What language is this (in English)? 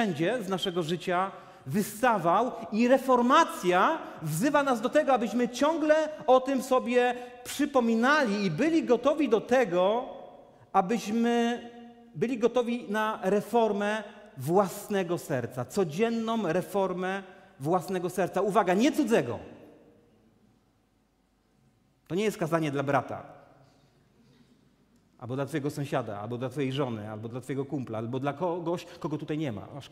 Polish